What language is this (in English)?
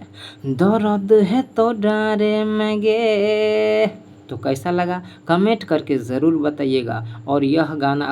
Maithili